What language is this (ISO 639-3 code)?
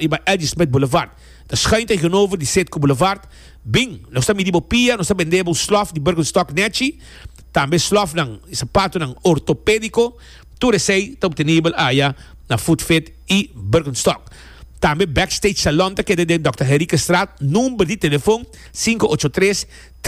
pap